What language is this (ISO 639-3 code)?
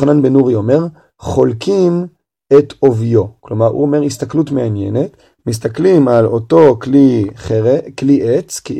heb